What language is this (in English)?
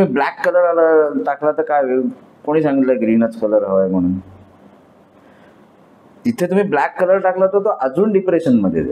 Marathi